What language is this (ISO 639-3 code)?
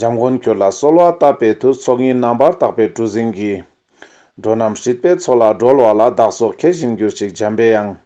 lbj